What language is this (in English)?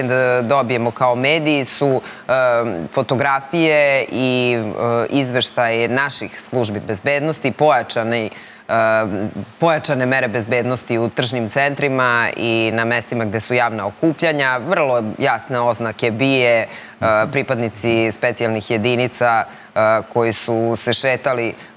Serbian